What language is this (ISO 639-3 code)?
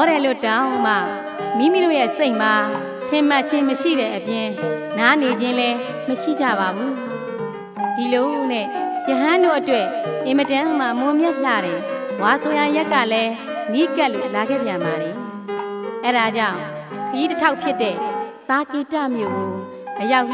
mya